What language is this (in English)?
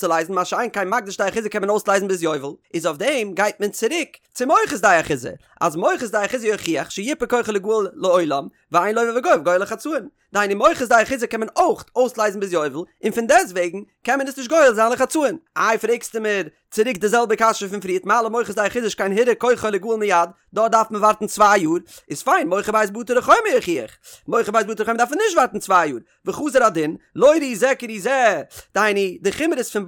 Yiddish